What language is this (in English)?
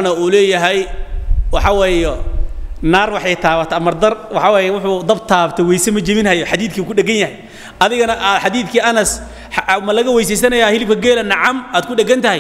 Somali